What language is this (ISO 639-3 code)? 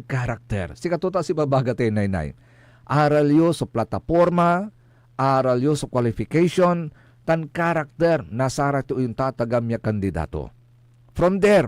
pag